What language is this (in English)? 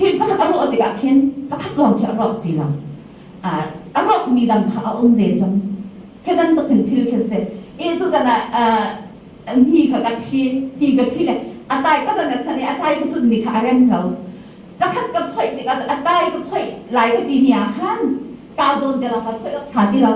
Hakha Chin